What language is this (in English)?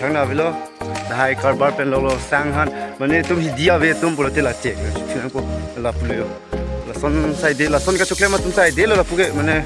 Karbi